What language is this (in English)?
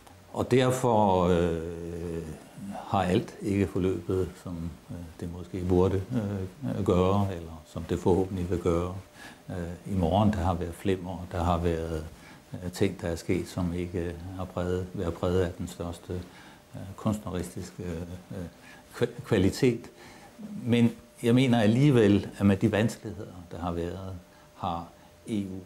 Danish